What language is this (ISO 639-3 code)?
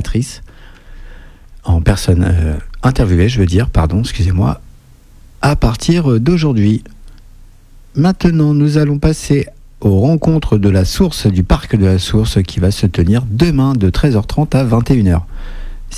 fra